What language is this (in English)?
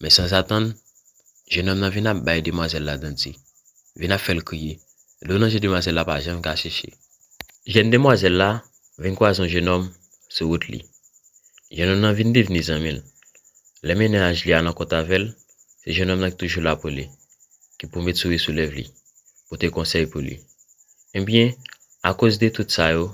Haitian Creole